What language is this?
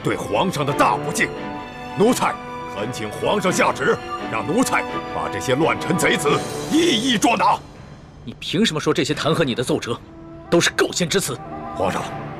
Chinese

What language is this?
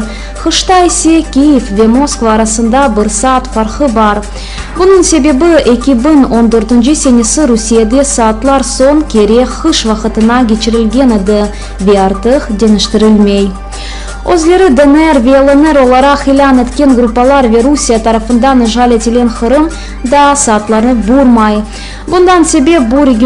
Crimean Tatar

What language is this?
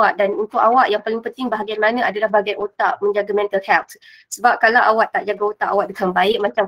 Malay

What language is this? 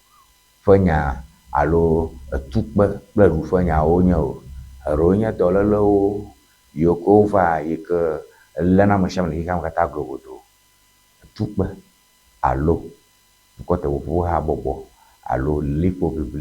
Ewe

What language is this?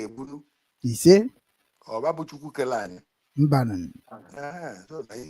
Igbo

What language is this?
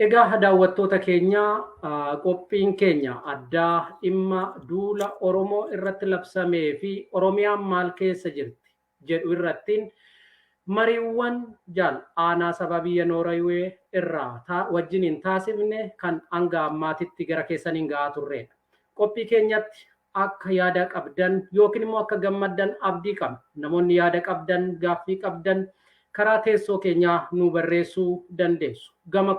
Oromo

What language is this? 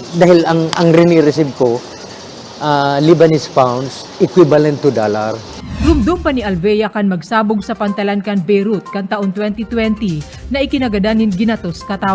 Bikol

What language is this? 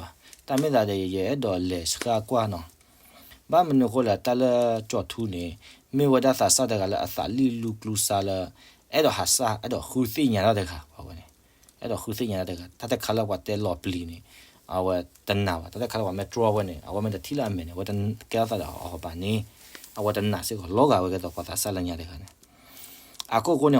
S'gaw Karen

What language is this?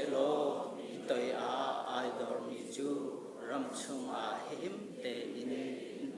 Hakha Chin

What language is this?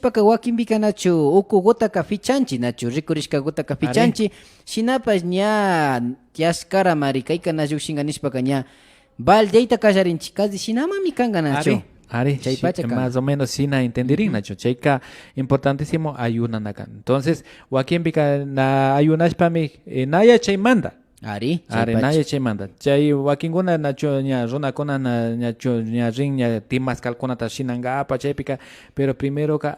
Imbabura Highland Quichua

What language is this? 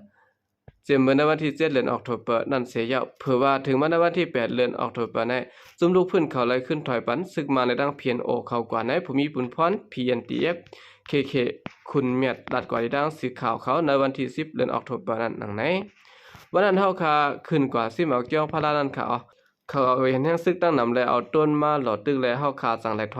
Shan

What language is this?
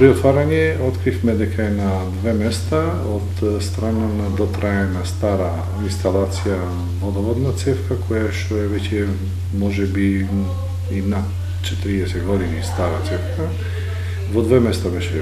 Macedonian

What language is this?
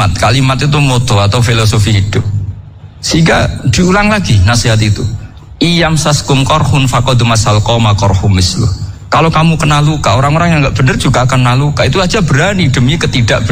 Indonesian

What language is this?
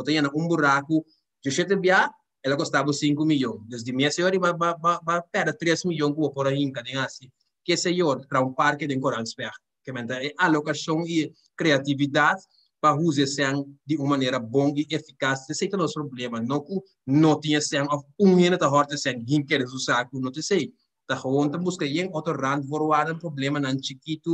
Papiamento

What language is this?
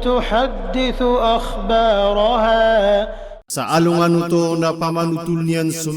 Maranao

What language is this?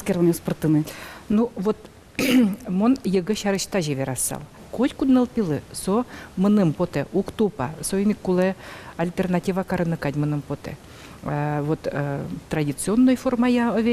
Udmurt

